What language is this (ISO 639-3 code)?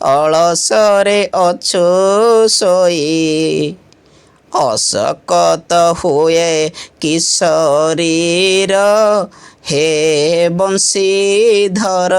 ori